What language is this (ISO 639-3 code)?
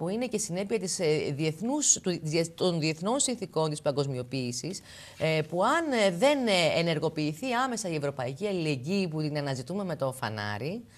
ell